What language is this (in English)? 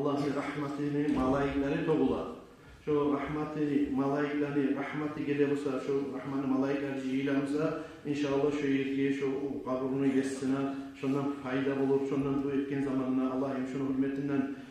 Kumyk